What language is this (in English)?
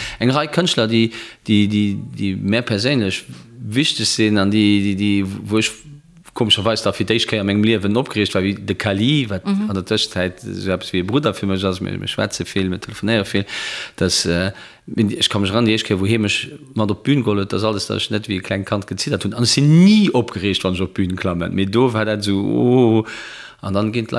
Luxembourgish